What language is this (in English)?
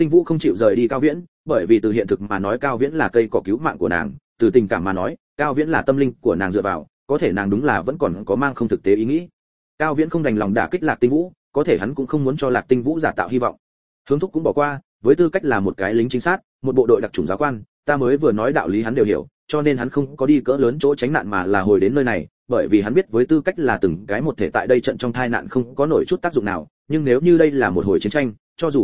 Vietnamese